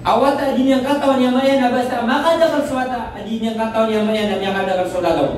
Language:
Maranao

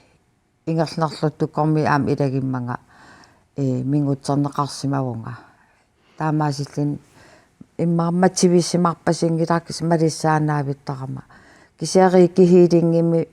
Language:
Kalaallisut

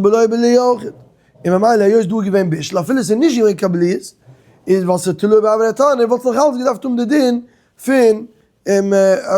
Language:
Yiddish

